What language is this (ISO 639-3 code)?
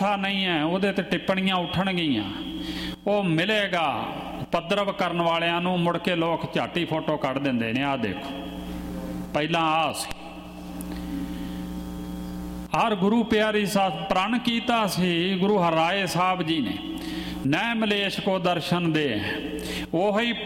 pan